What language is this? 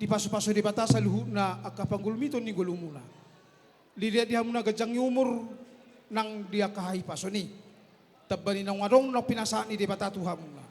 Batak Toba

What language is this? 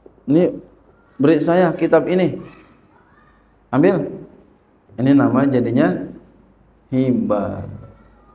Indonesian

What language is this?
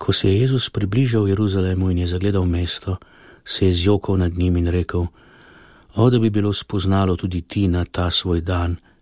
Slovenian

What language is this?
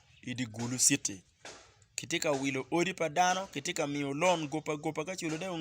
Acoli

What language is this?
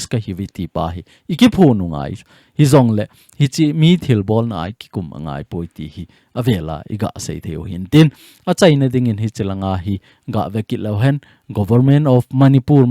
Thado Chin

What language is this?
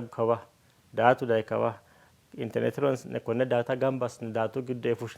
Sidamo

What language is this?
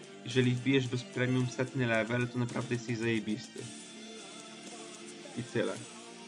Polish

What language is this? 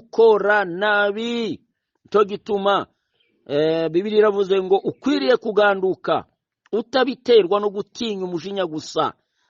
Kinyarwanda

